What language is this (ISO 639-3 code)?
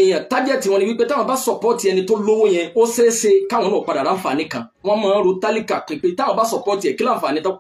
yor